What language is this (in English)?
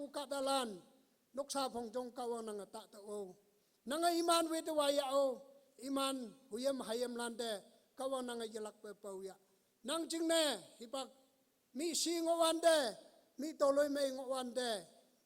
Konyak Naga